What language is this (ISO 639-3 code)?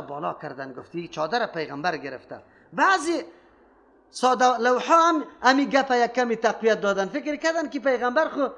fas